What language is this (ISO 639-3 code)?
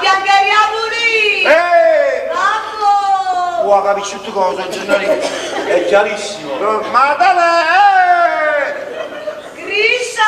nap